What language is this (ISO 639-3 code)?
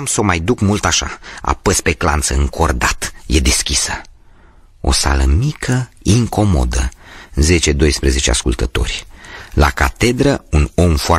ron